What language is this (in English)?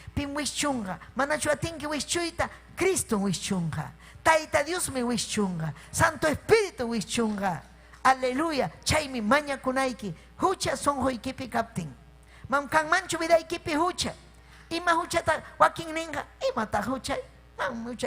Ayacucho Quechua